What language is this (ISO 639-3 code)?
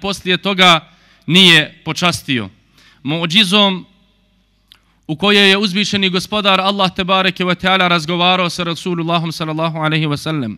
bos